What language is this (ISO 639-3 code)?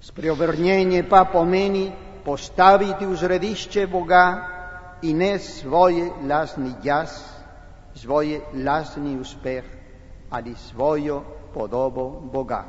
slv